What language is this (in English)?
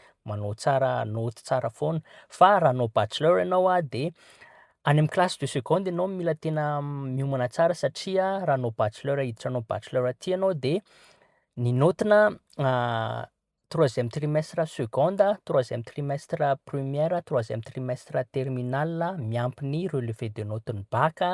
Malagasy